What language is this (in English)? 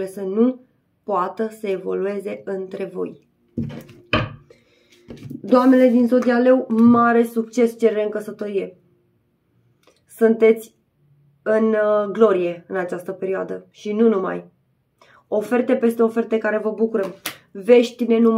Romanian